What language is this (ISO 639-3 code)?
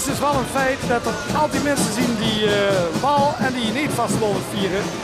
lim